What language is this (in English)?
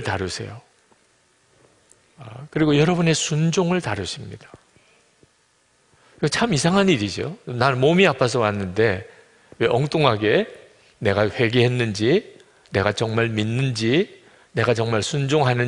Korean